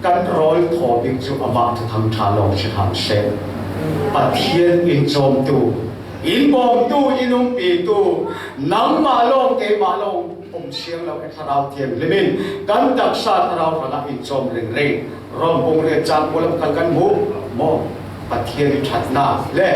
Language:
Falam Chin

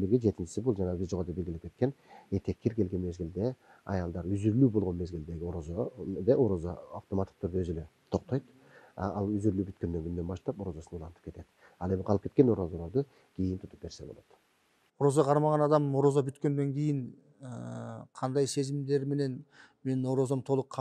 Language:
Kyrgyz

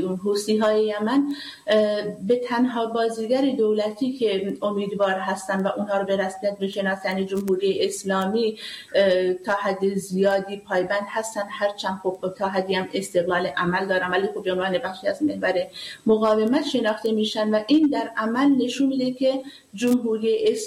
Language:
Persian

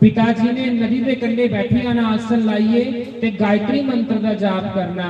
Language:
Dogri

